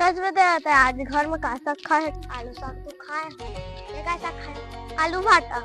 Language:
Chhattisgarhi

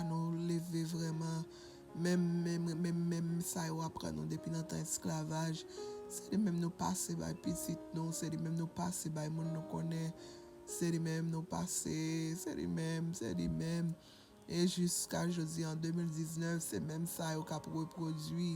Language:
Haitian Creole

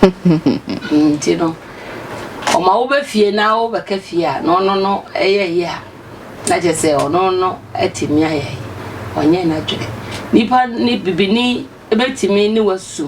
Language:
Akan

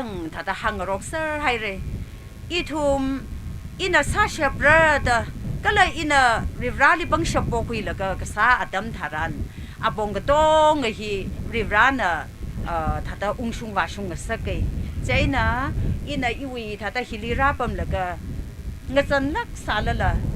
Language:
Tangkhul Naga (India)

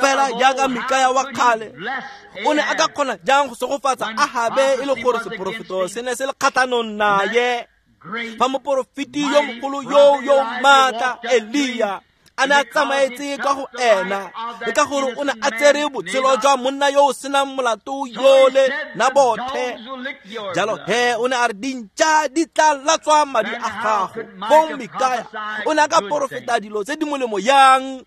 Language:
Tswana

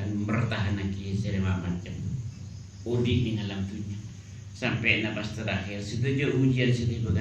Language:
Madurese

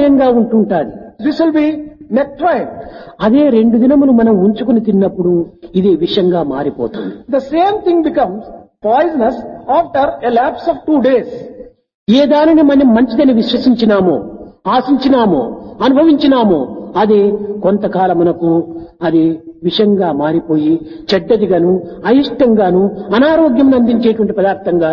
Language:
Telugu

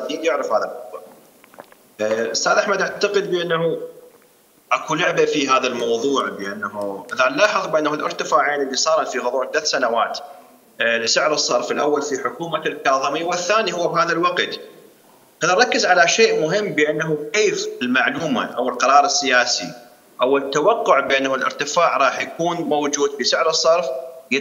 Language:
Mesopotamian Arabic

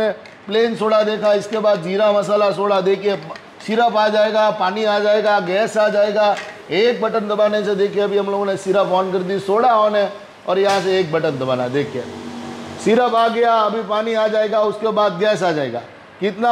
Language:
Hindi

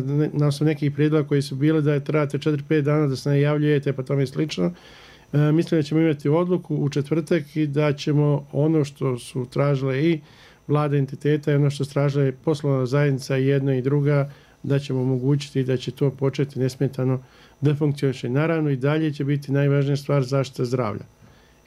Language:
Bosnian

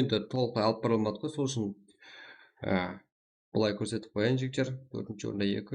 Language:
Kara-Kalpak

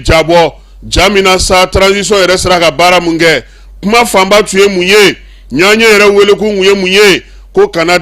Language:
Bambara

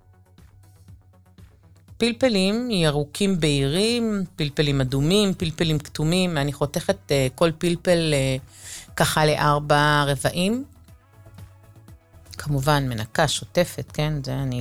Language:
Hebrew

